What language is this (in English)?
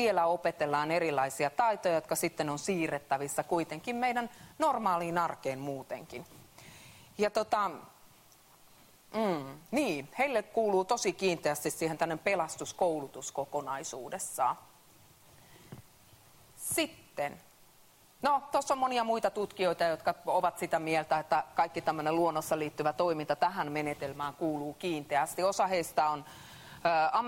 Finnish